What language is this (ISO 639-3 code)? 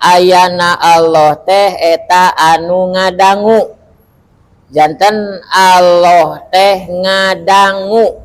sun